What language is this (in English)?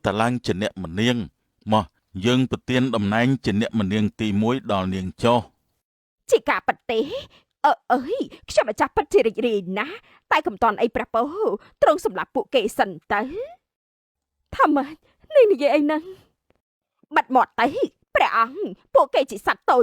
Khmer